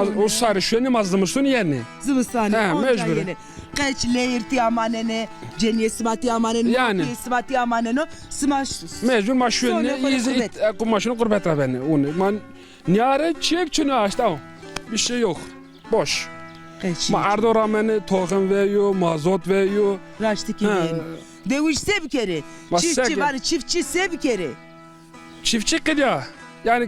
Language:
Zaza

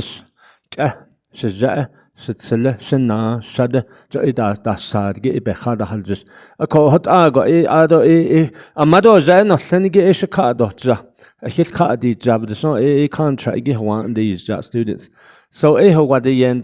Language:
Navajo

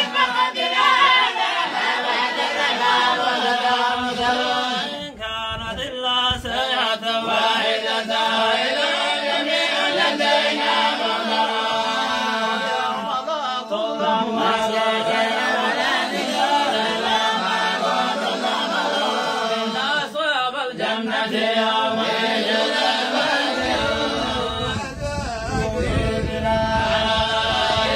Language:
Arabic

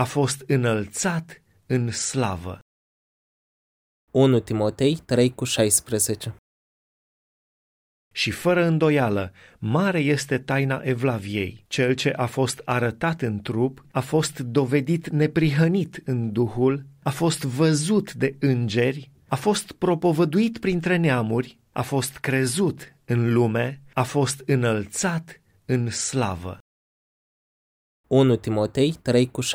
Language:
Romanian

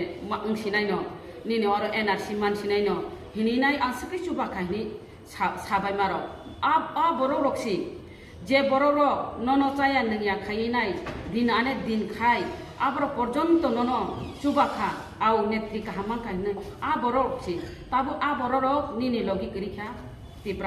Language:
Kok Borok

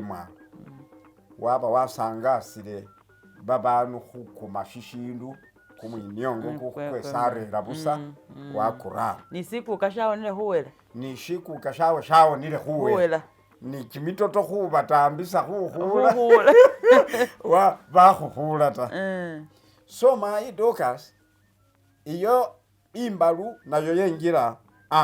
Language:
Masaaba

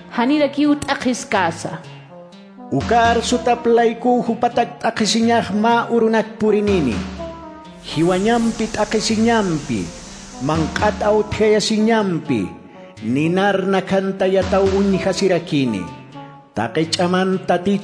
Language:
Aymara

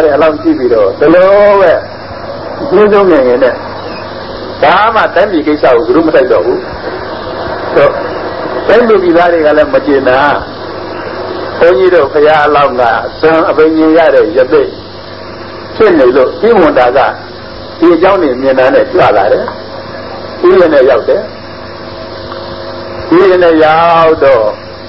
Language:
Burmese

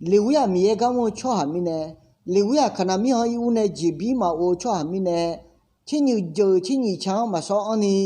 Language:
Akha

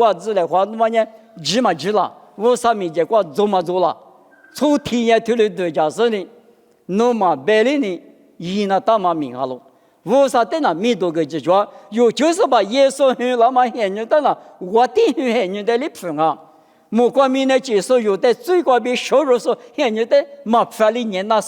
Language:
Lisu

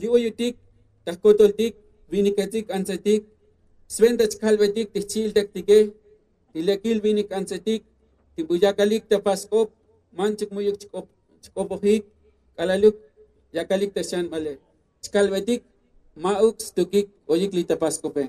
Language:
Tzotzil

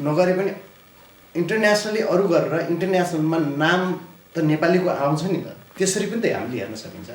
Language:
Nepali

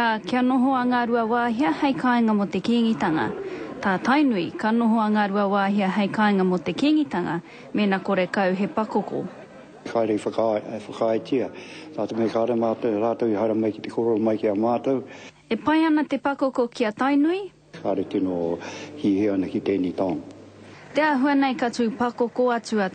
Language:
Māori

